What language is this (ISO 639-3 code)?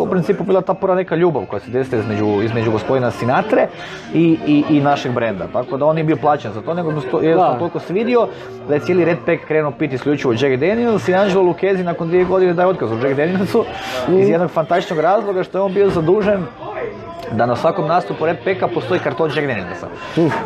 hrv